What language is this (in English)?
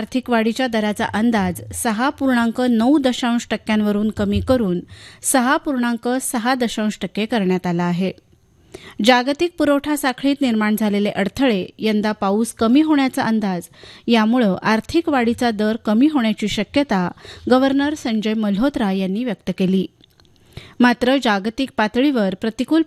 Marathi